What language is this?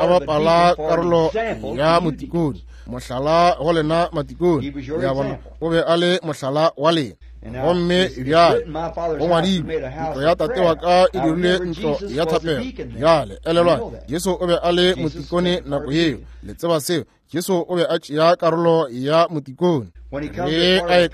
Northern Sotho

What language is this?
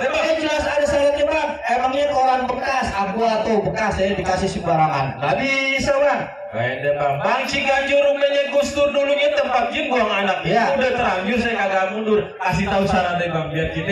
Betawi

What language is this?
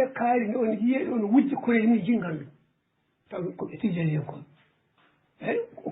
Fula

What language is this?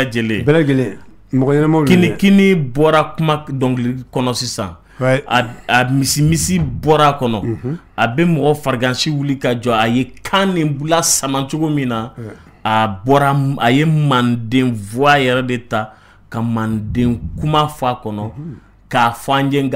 Bambara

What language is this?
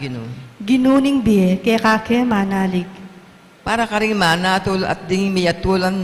Pampanga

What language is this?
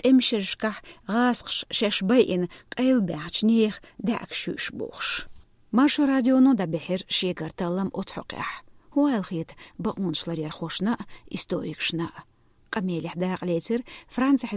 Chechen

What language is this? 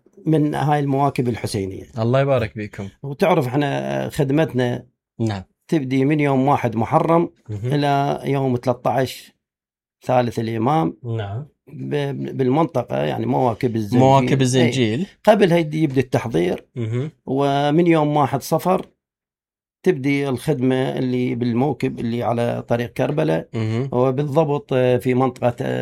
Mesopotamian Arabic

